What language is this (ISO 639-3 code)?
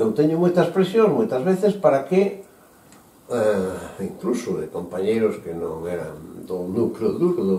glg